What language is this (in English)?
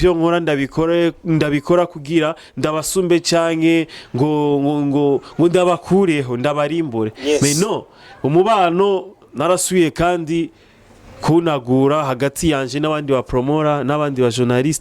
Rundi